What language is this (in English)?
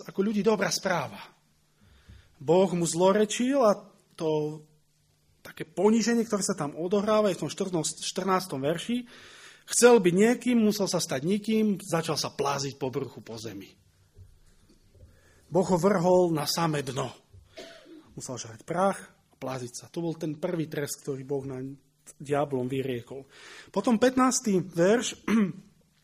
Slovak